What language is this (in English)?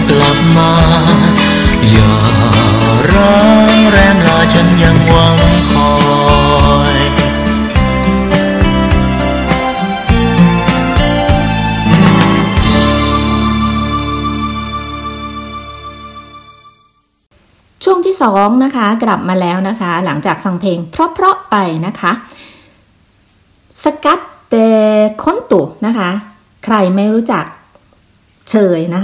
Thai